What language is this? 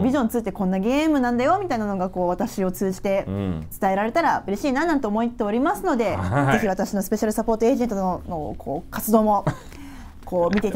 Japanese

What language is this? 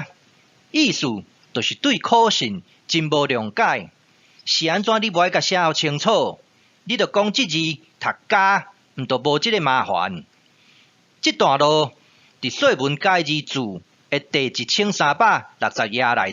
Min Nan Chinese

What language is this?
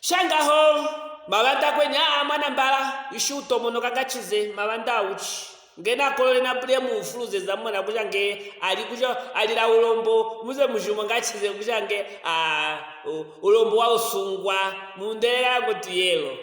Luvale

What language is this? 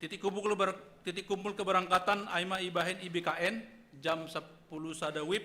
Batak Simalungun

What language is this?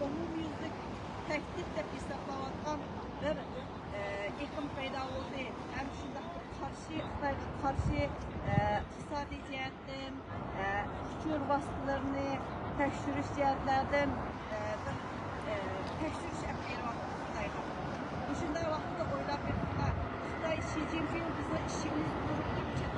Uyghur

